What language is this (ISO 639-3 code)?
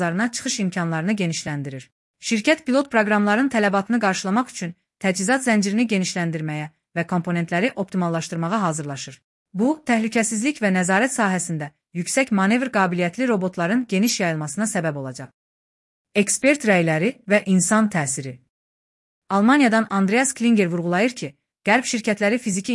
aze